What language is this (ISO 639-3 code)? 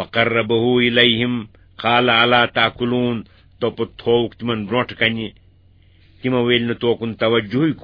kas